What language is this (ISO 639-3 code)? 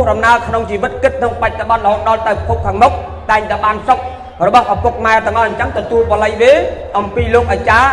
khm